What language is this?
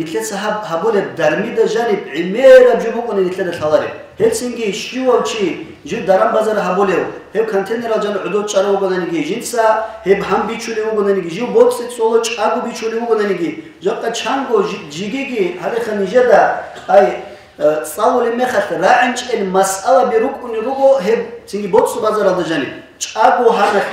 Avaric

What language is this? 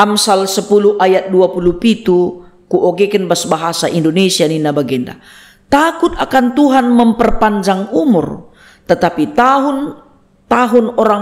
Batak Karo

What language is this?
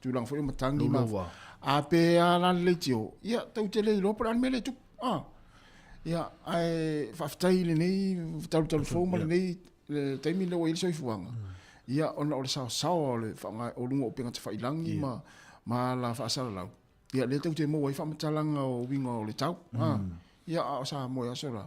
Samoan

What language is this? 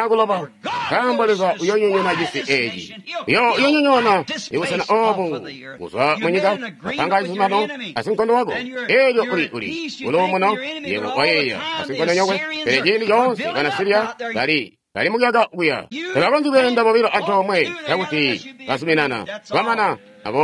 Tonga (Zambia)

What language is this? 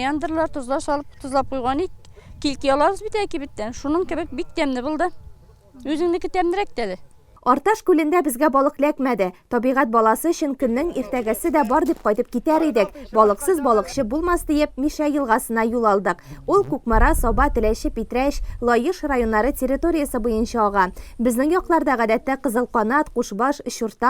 Tatar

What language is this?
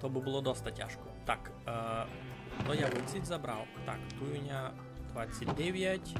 Rusyn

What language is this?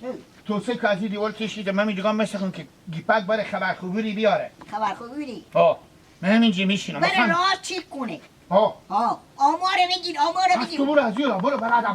Hazaragi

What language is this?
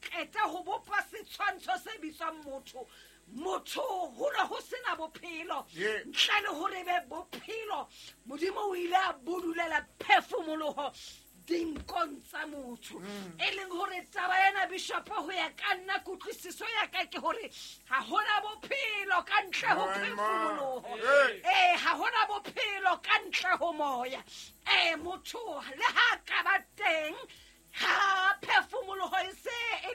Southern Sotho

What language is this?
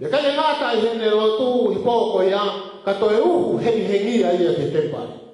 Tongan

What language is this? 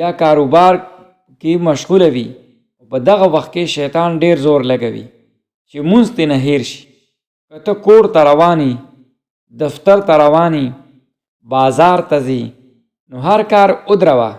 Pashto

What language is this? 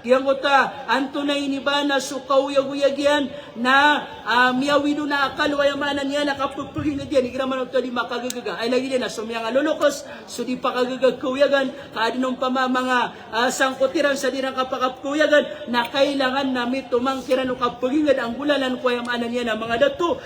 Maranao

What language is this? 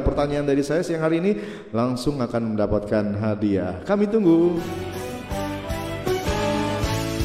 Indonesian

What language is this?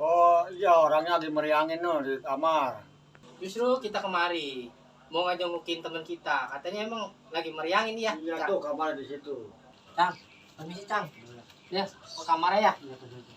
Betawi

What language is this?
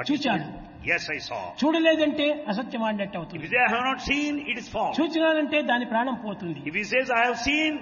Telugu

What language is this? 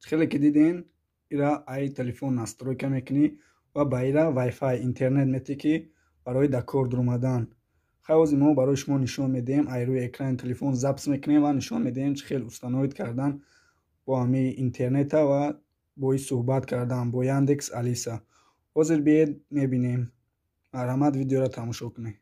Tajik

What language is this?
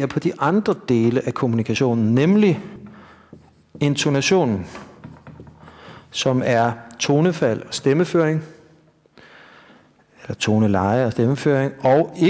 Danish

